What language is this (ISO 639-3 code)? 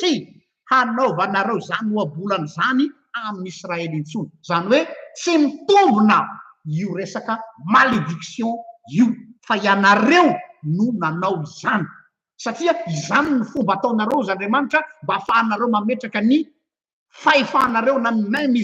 mlg